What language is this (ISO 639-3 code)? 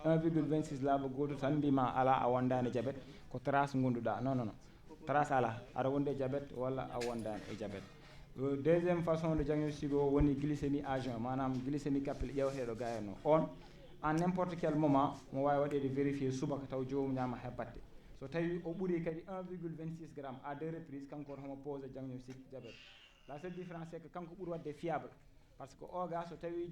ful